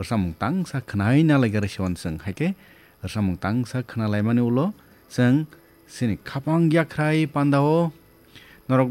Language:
Kok Borok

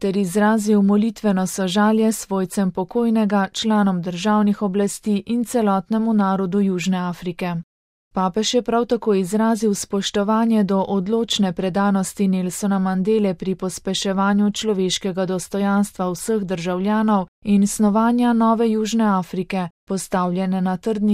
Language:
Slovenian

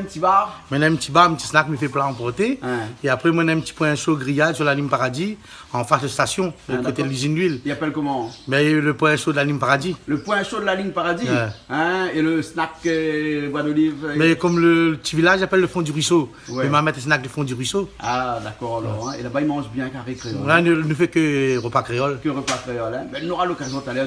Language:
Réunion Creole French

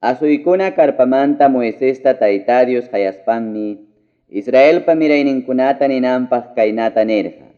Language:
Ayacucho Quechua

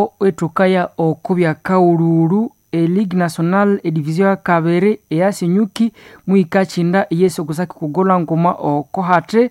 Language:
Nande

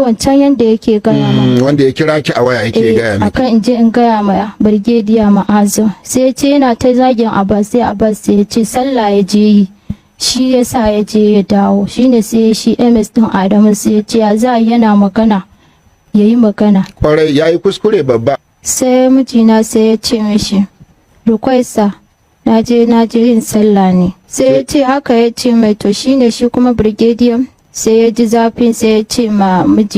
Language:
Hausa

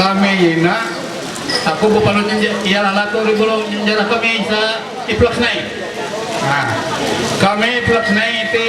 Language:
Ma'anyan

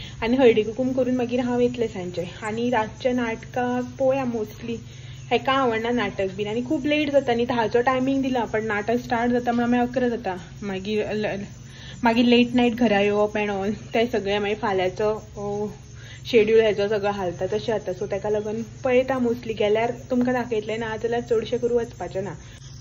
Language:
Konkani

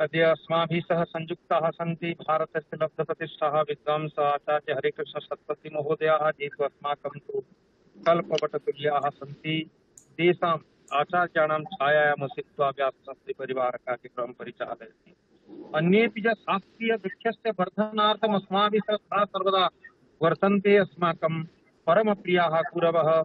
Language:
Sanskrit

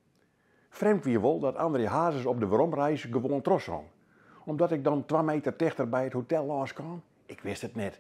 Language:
Western Frisian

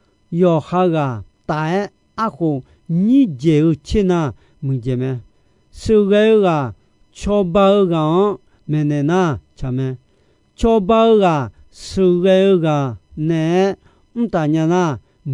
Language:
Akha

